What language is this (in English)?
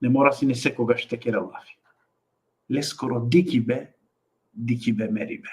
Balkan Romani